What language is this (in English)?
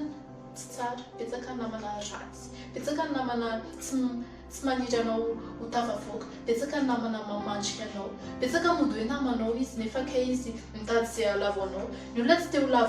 Malagasy